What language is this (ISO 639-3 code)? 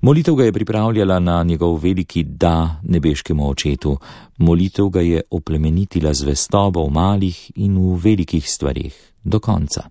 slv